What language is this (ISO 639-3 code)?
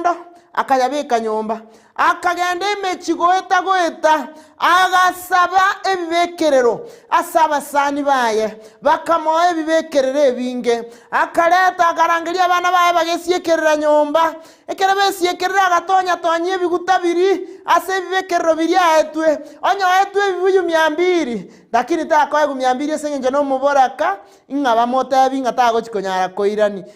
guz